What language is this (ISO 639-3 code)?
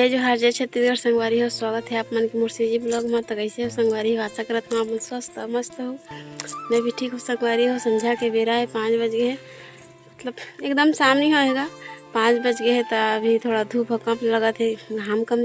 hne